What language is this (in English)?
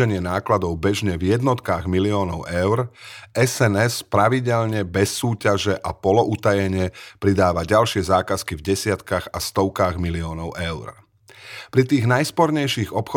Slovak